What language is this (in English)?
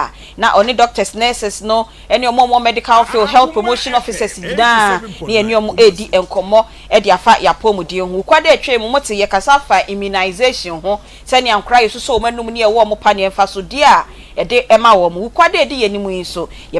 Akan